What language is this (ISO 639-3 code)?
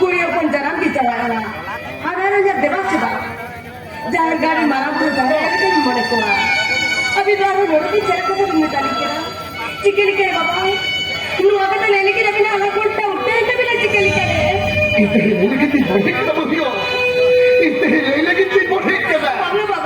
sat